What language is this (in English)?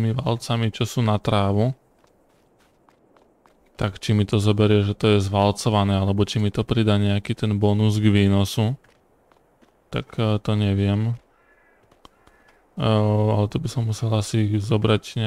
Slovak